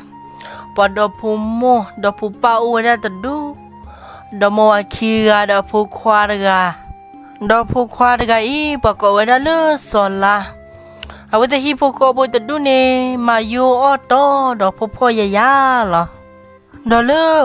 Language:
S'gaw Karen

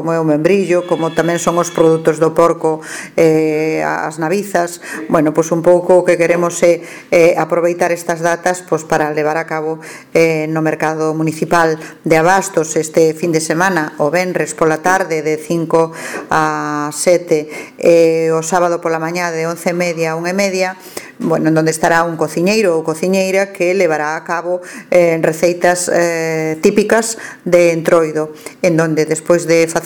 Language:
Galician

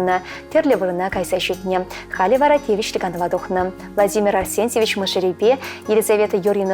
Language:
Chuvash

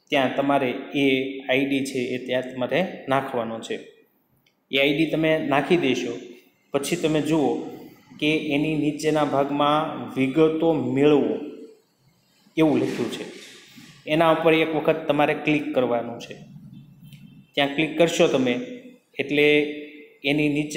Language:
Gujarati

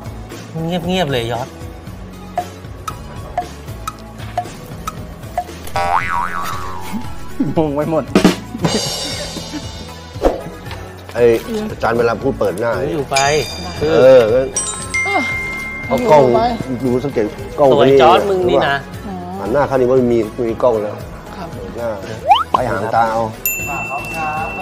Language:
Thai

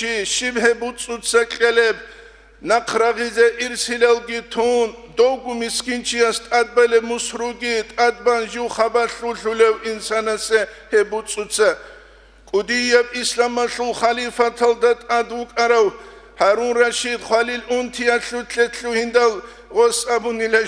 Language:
Avaric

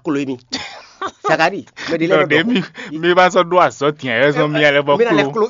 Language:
Fon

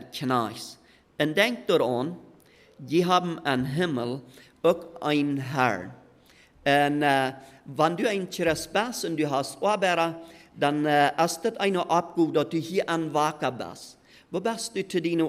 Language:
Plautdietsch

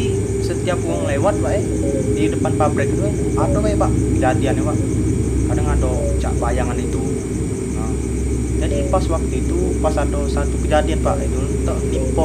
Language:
Musi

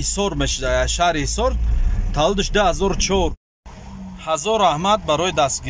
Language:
Tajik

